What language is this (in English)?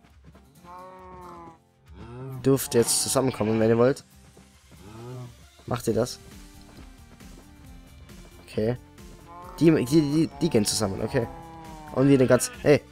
German